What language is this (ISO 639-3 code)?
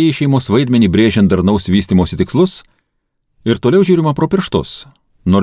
lit